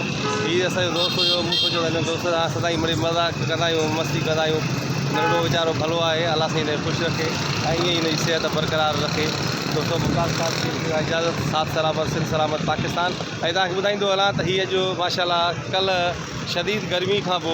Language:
Sindhi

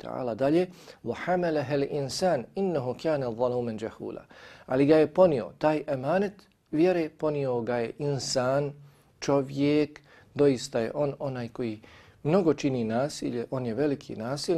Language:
Bosnian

